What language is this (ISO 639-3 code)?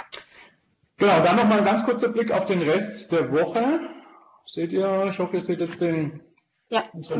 deu